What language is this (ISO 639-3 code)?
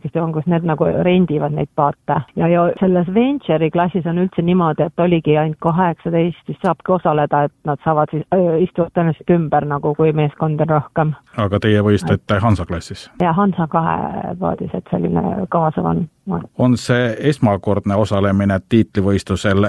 est